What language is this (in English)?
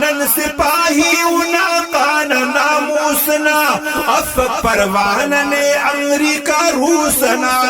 Brahui